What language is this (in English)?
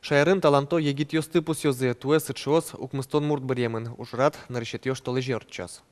Udmurt